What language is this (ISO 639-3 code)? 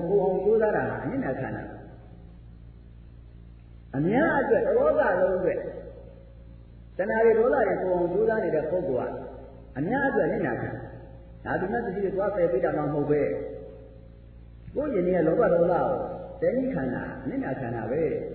mya